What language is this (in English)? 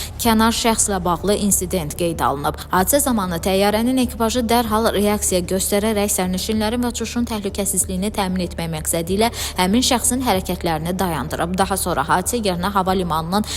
Azerbaijani